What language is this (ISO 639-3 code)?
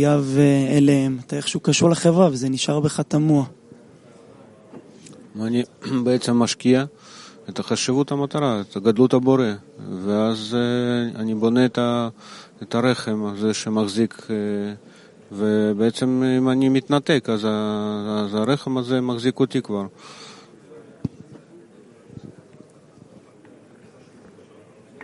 heb